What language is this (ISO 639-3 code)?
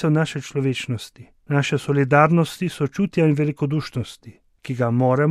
slv